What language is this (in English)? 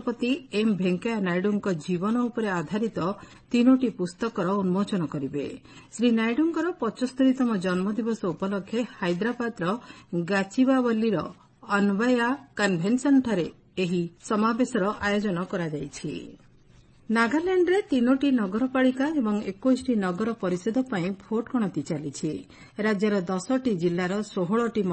Odia